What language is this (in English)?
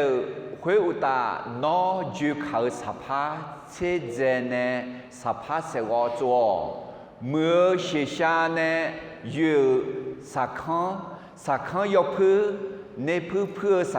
Akha